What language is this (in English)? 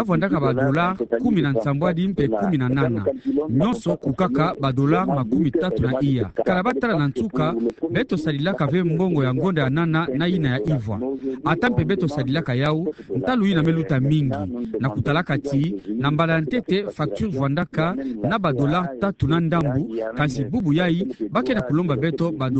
Kituba (Democratic Republic of Congo)